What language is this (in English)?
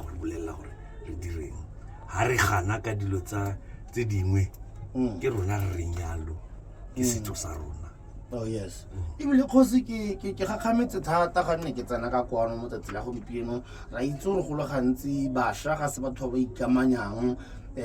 Tswana